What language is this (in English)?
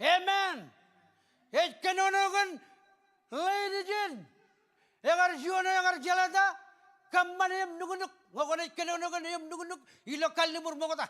Marshallese